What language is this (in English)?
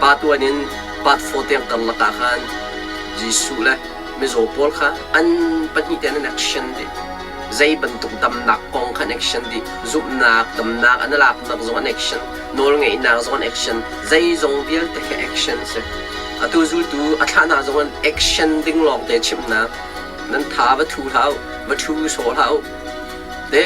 Hakha Chin